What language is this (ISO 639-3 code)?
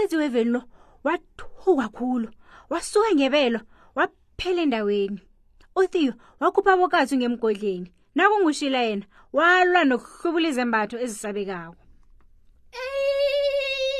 nbl